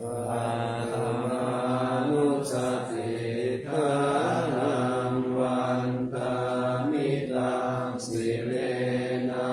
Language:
Pali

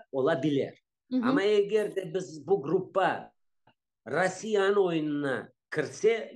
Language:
Crimean Tatar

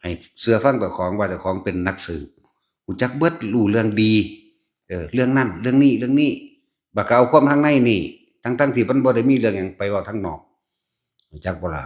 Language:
Northeastern Thai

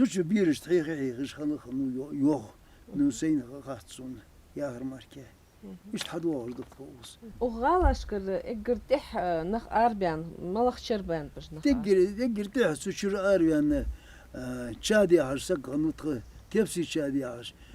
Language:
Ingush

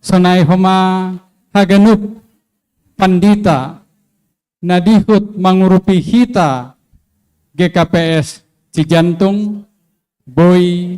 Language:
Batak Simalungun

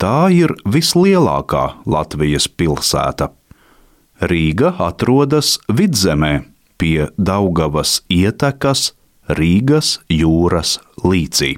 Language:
Latvian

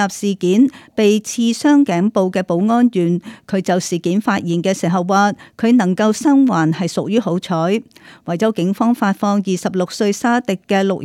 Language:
Cantonese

